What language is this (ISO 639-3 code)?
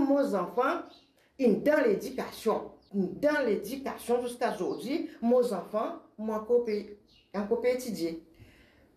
mfe